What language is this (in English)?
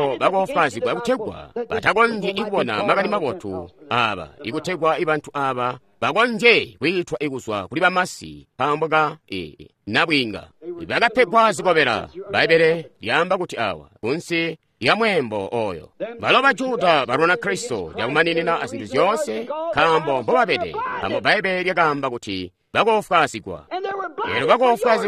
Tonga (Zambia)